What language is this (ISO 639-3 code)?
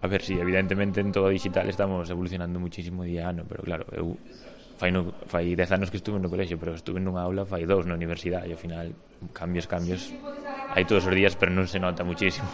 glg